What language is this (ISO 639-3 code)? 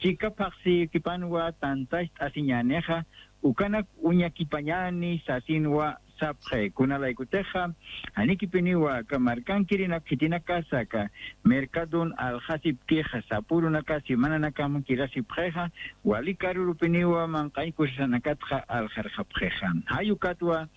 aym